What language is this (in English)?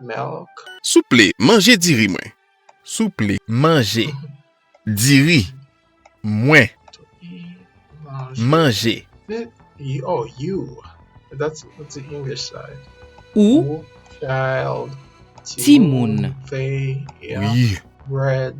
Haitian Creole